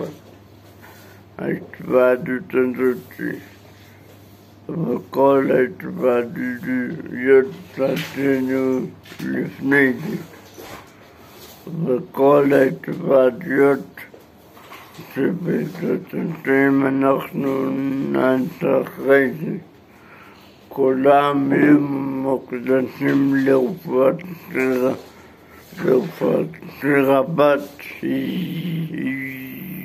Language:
Hebrew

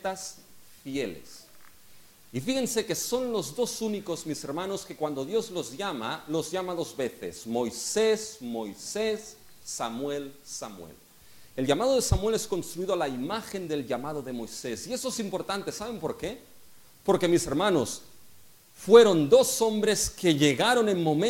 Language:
Spanish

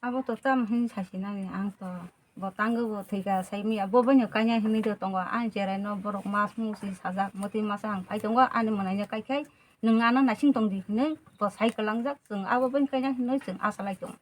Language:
Kok Borok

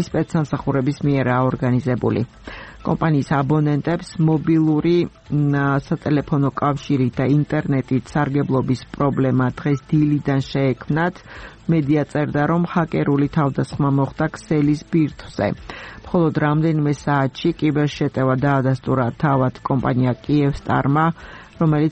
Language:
Georgian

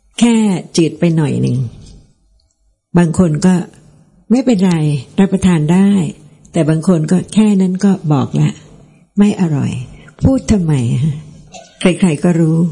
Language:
Thai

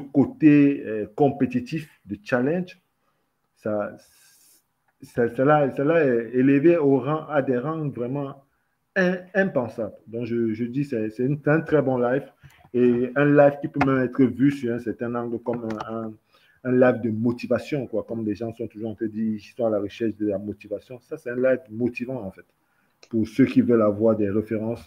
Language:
French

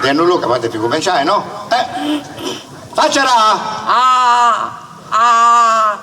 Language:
Sardinian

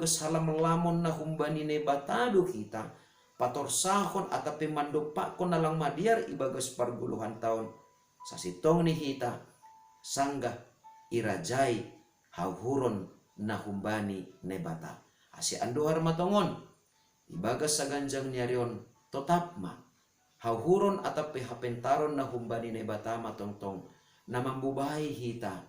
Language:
Batak Simalungun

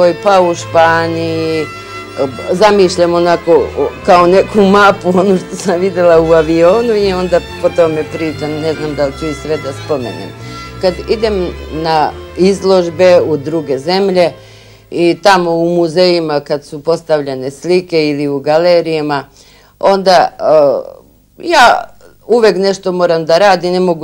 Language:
Serbian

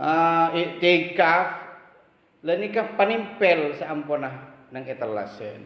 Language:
Madurese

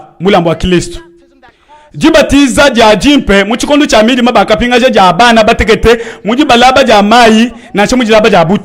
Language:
Luba-Lulua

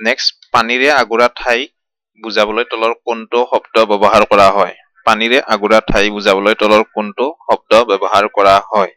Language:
Assamese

